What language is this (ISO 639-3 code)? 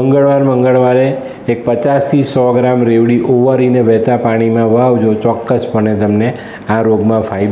guj